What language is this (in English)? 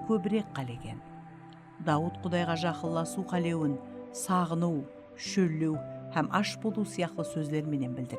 Kara-Kalpak